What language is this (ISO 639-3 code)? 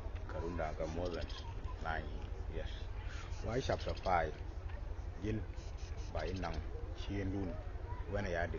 nus